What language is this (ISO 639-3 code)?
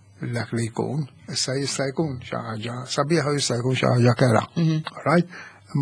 mlt